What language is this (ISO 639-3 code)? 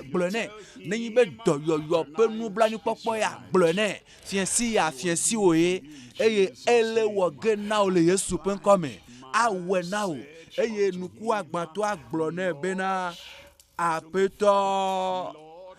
ewe